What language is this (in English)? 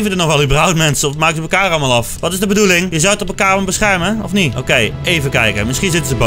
Dutch